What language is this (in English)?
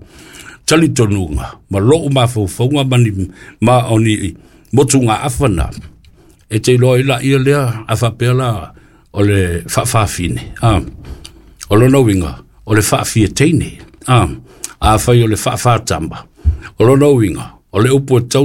Samoan